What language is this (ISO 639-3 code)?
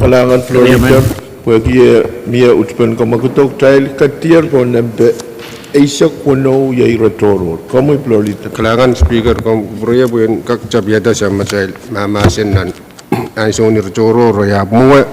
pon